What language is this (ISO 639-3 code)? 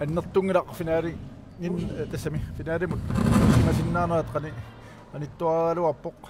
kal